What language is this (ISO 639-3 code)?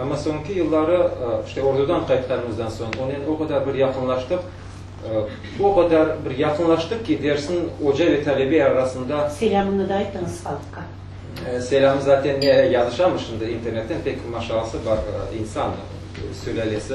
crh